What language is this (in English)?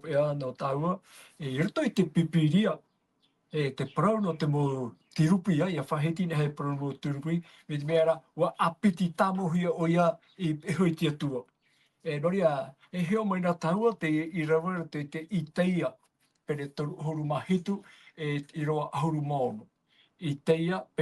Tahitian